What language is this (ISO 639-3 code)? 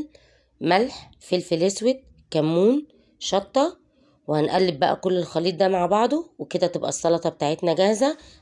arz